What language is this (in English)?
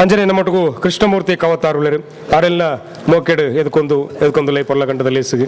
Tulu